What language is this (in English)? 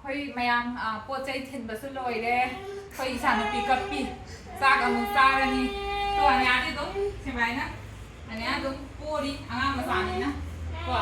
Manipuri